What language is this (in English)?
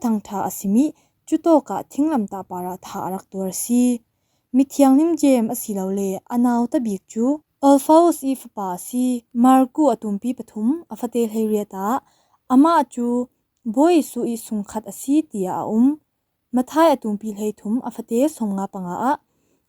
Falam Chin